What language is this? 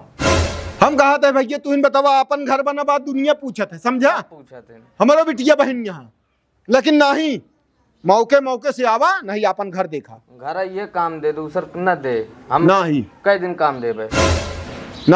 Awadhi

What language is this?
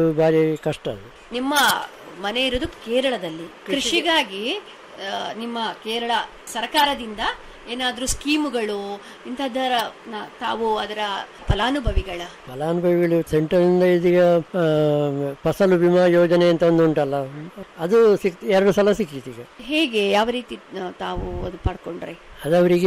Kannada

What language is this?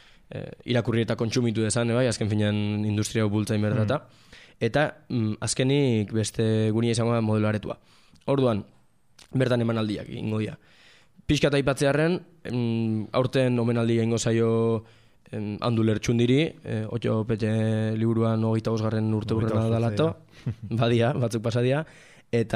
Basque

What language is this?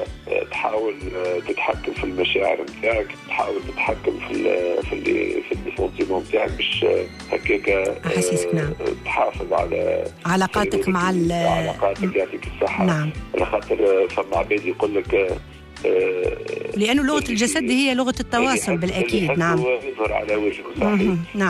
Tunisian Arabic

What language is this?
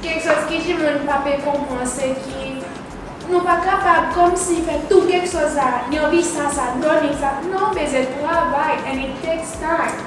Seselwa Creole French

